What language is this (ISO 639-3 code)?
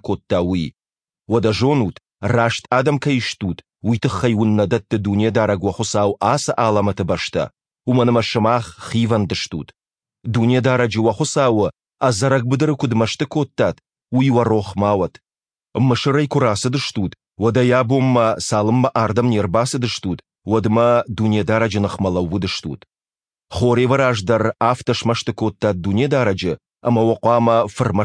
oss